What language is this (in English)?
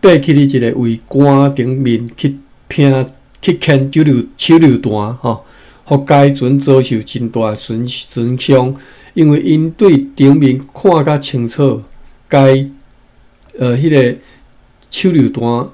Min Nan Chinese